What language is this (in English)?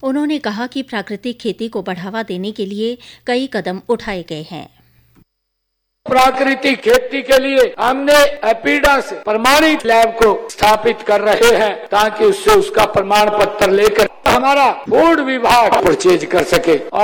Hindi